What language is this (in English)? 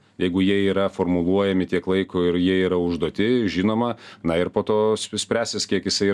Lithuanian